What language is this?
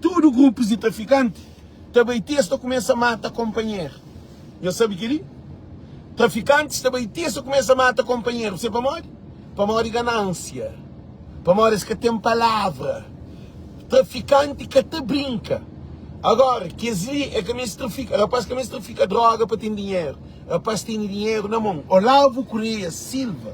Kabuverdianu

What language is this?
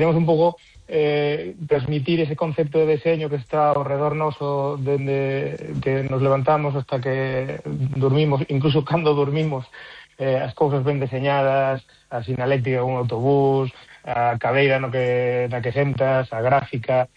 Galician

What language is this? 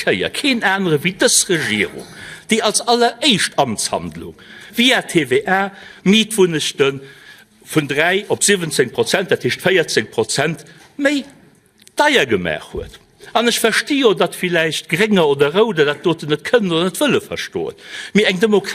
Luxembourgish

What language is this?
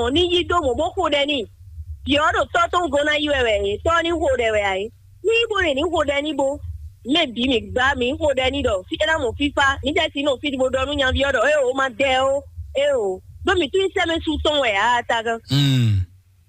Fon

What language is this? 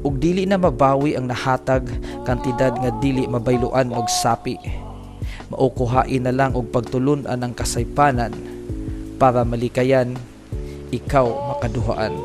Cebuano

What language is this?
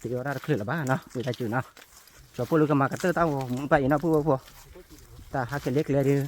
S'gaw Karen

